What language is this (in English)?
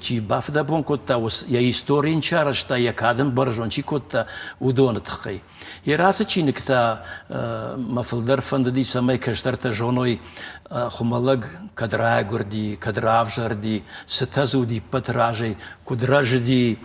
Ossetic